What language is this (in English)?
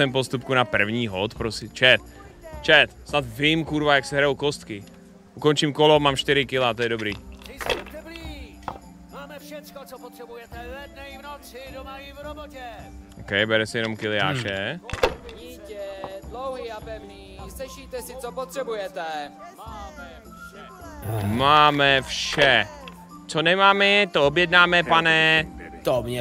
Czech